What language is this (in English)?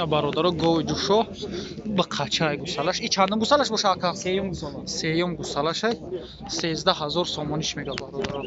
Tajik